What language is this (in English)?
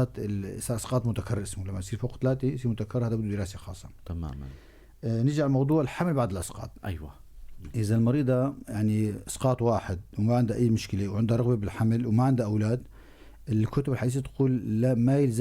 North Levantine Arabic